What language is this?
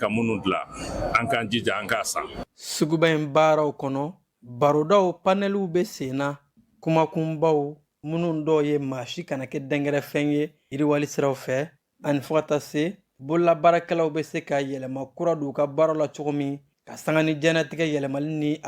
Bambara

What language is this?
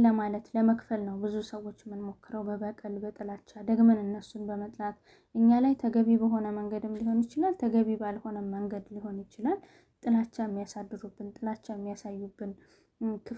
Amharic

